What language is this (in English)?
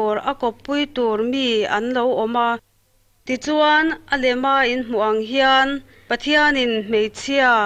Mizo